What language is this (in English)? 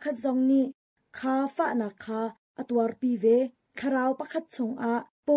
Hakha Chin